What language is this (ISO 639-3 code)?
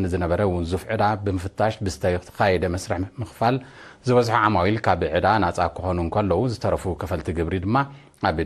tir